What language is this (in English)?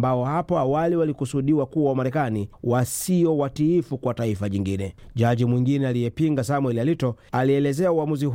Swahili